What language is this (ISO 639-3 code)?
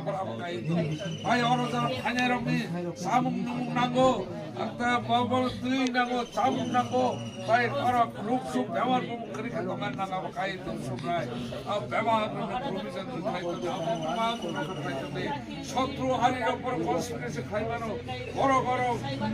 trp